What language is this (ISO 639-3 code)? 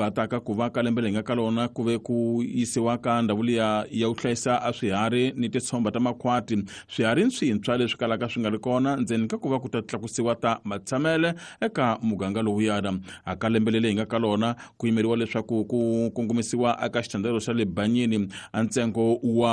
tso